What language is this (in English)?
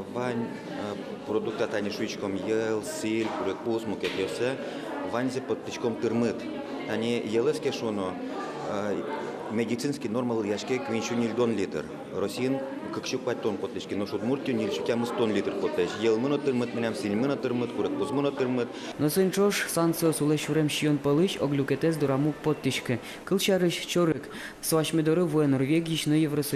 Udmurt